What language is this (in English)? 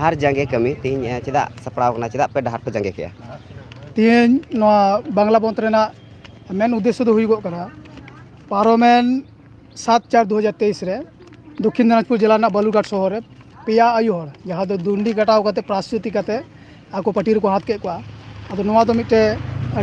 Santali